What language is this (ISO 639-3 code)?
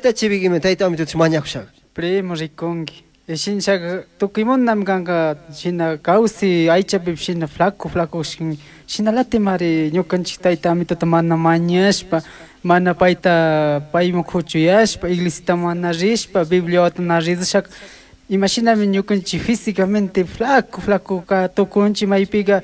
qug